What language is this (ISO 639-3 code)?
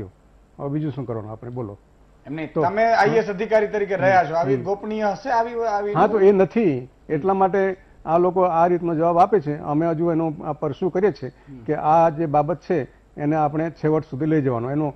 guj